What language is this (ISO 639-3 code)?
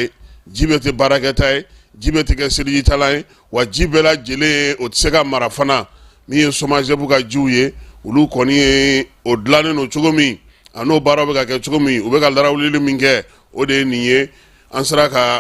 bam